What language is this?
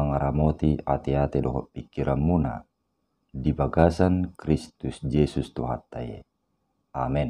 Batak Toba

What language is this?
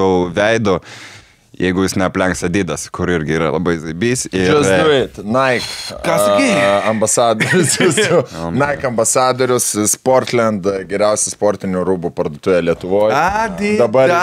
Lithuanian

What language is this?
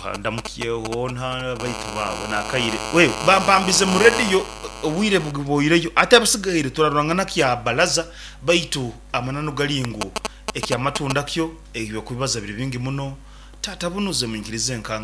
Nyoro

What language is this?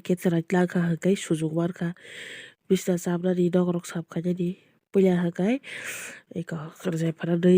Kok Borok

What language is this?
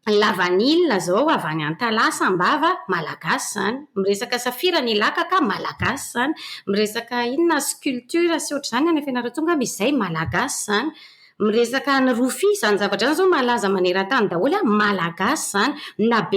Malagasy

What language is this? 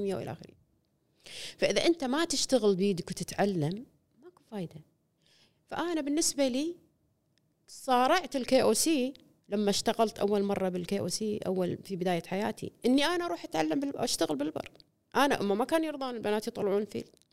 Gulf Arabic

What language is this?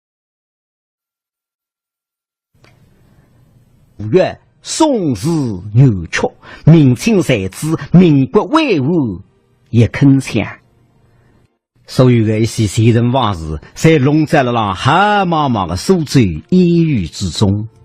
Wu Chinese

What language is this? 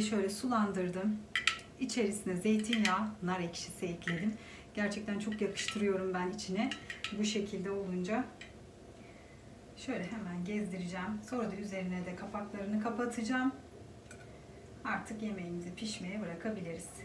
Turkish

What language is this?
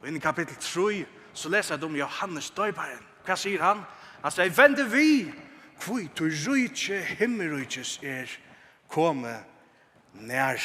Faroese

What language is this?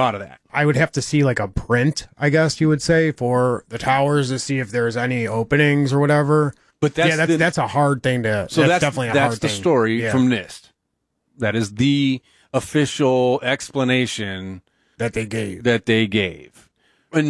English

